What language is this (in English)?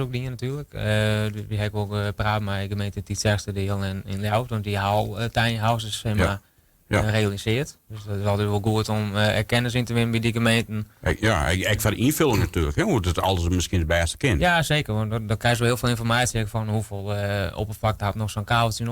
Western Frisian